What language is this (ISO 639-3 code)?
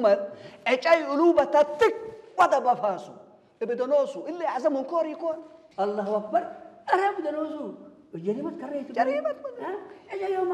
tig